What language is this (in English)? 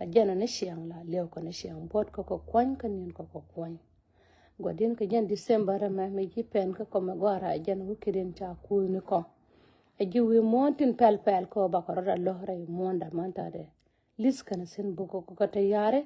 Nuer